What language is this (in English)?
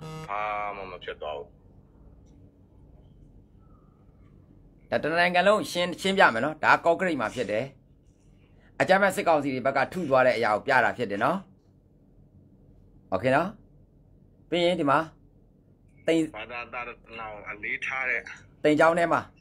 Burmese